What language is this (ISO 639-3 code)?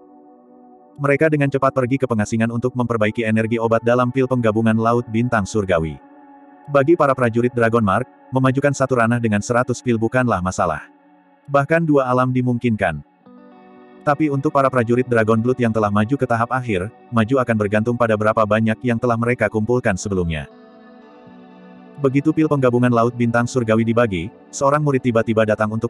ind